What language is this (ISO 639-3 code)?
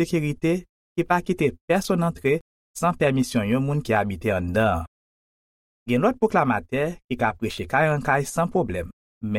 hat